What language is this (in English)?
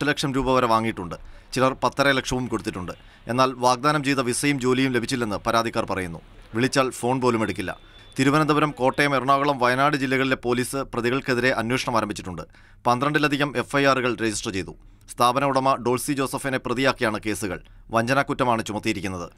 Malayalam